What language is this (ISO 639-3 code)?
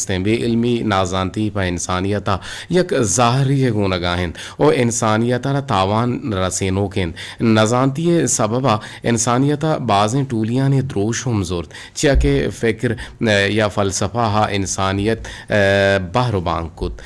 bgp